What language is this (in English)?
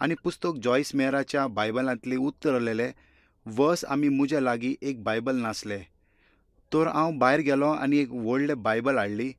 Konkani